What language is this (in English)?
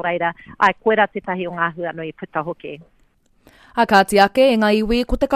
Māori